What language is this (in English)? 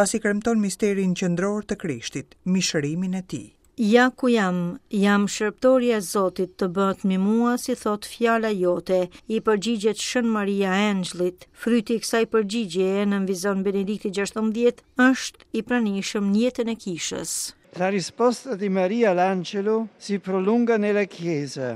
Albanian